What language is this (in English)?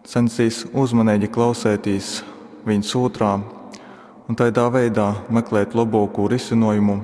Latgalian